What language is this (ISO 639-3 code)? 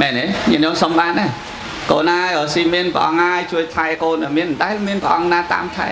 khm